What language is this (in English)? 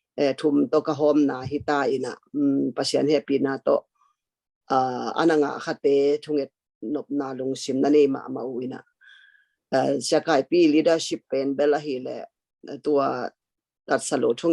Tedim Chin